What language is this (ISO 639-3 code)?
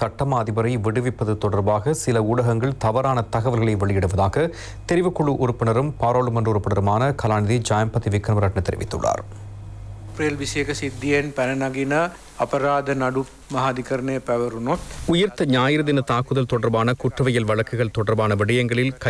tam